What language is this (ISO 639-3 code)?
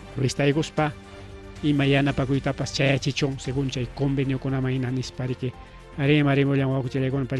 quy